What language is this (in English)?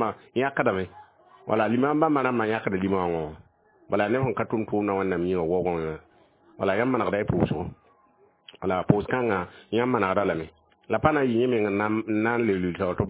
Mossi